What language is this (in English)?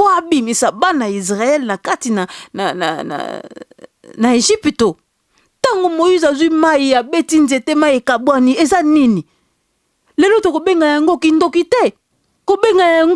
Lingala